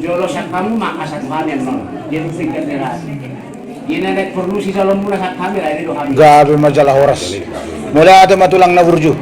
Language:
Batak Toba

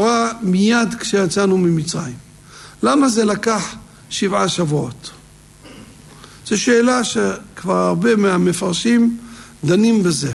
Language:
Hebrew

